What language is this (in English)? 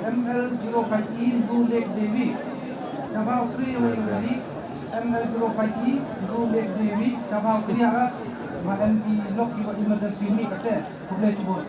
Khasi